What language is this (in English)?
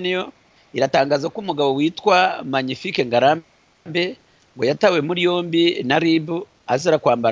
Kinyarwanda